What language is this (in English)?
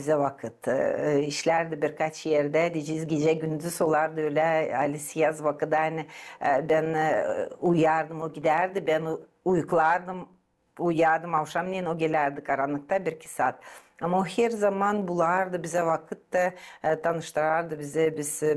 Gagauz